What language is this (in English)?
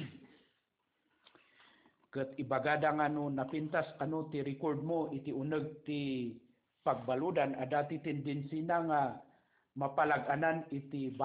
Iloko